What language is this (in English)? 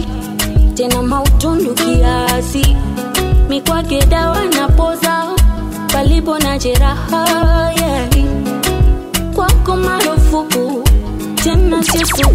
Swahili